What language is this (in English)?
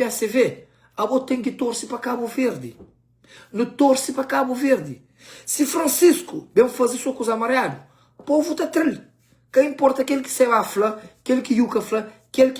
Kabuverdianu